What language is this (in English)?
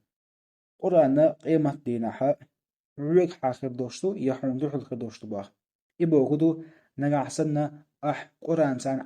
Chechen